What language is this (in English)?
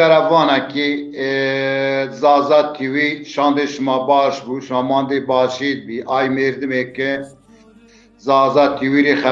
Zaza